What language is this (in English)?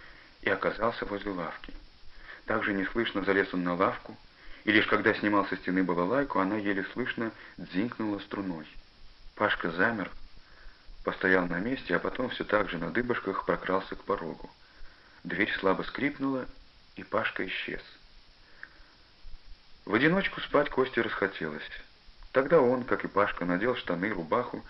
Russian